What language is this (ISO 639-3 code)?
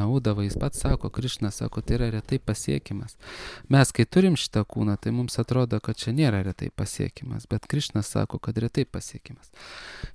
lit